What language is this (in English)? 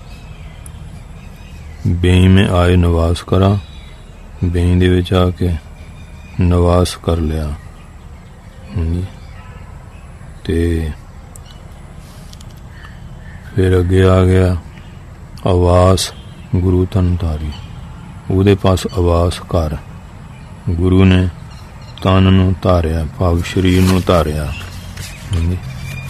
Punjabi